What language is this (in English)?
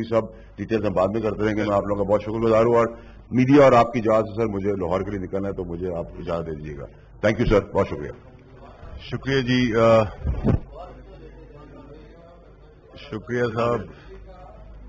Urdu